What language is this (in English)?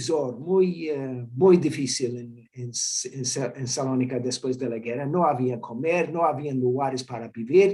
Ladino